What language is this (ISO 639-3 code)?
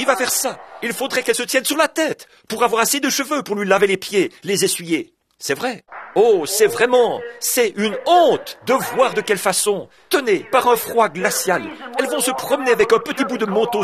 fra